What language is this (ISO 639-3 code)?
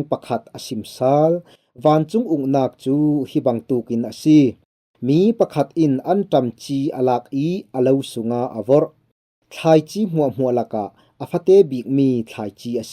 cfm